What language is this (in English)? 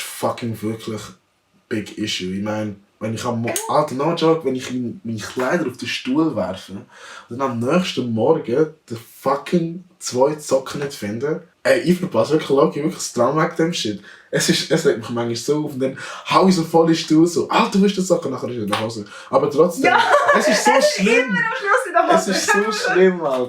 Swiss German